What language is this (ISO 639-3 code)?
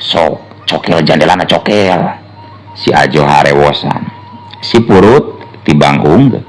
sun